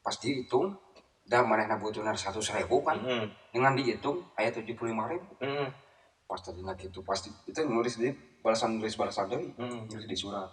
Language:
Sundanese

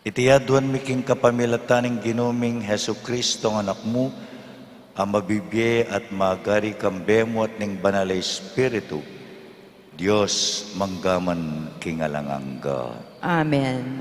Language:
Pampanga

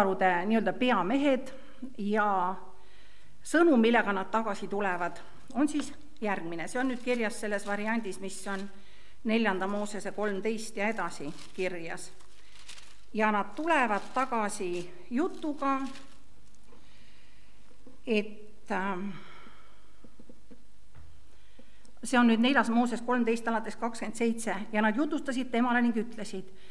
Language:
Estonian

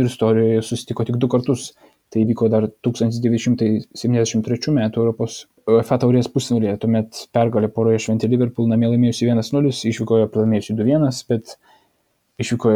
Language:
Lithuanian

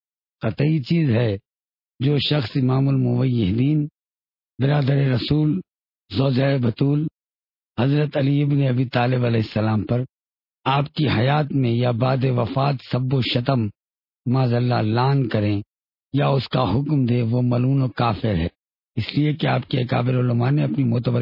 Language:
Urdu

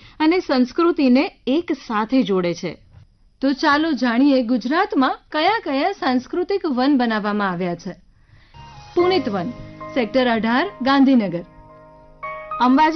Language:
Gujarati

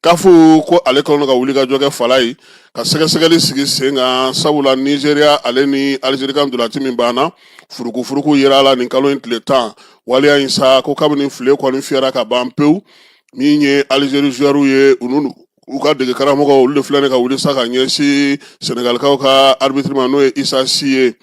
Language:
Bambara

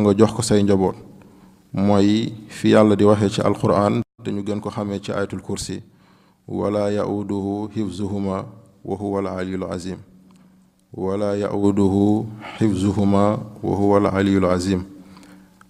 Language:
Wolof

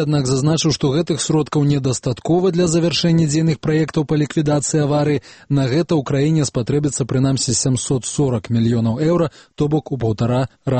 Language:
Belarusian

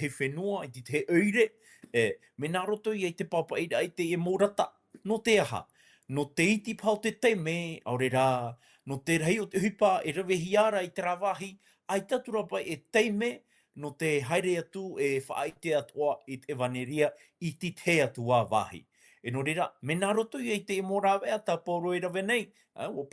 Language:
Tahitian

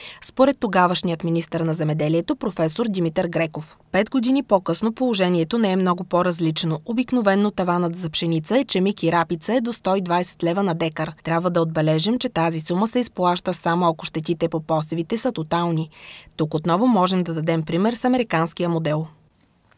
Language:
Bulgarian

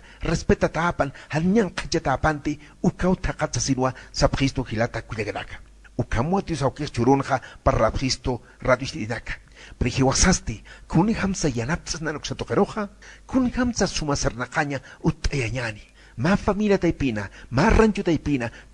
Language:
Aymara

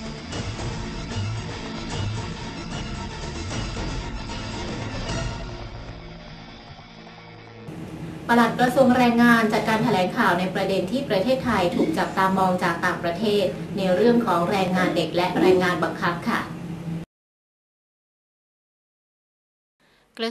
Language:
Thai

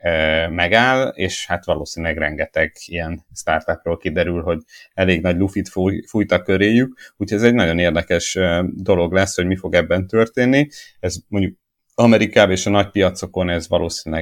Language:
Hungarian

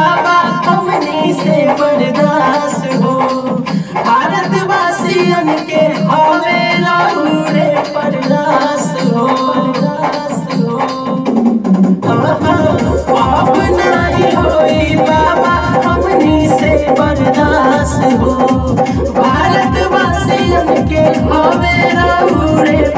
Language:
Bhojpuri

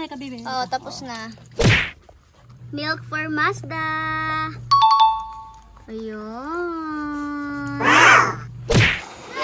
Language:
Filipino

